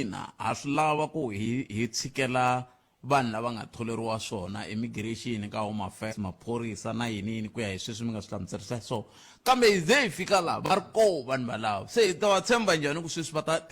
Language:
Tsonga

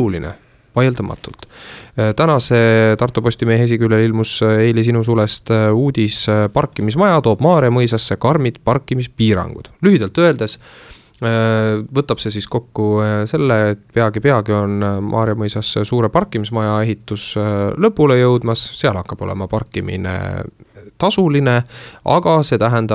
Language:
Estonian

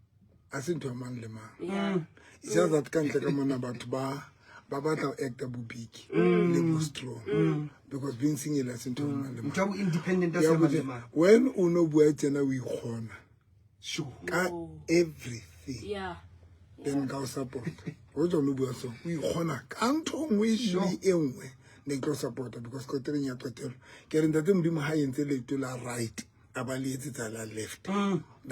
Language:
Southern Sotho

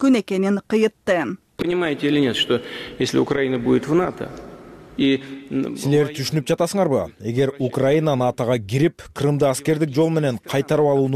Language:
Kyrgyz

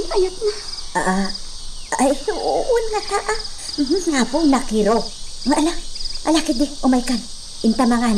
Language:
Iloko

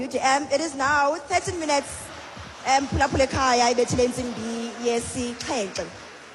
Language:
Xhosa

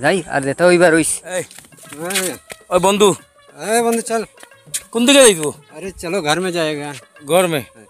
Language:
Sylheti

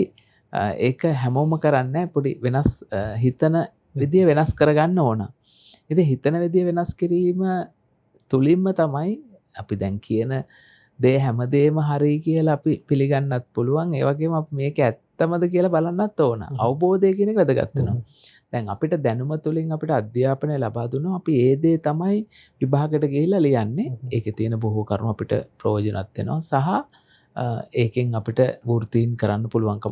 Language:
Sinhala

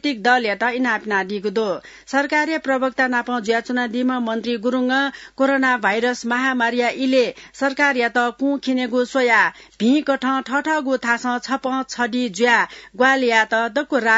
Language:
Newari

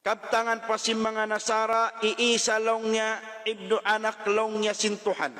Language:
Tausug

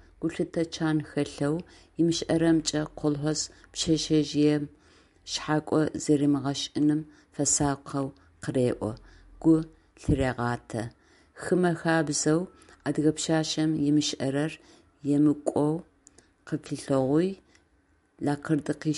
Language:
Adyghe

